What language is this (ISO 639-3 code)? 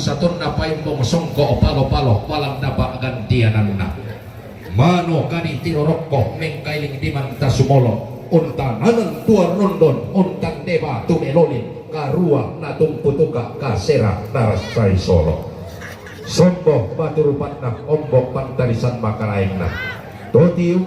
sda